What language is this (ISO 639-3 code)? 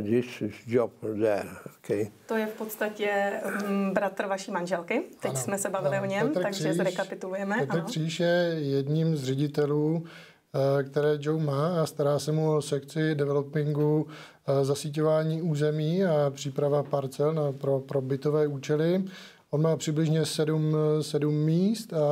ces